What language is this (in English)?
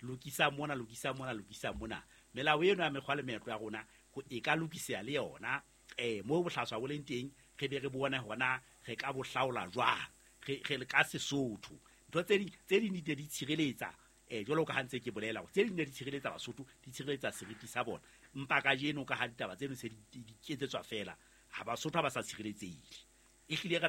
Southern Sotho